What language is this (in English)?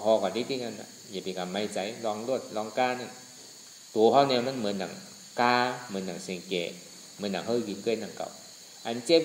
Shan